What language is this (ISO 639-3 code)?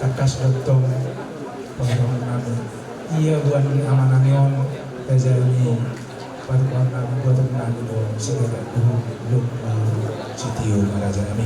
bbc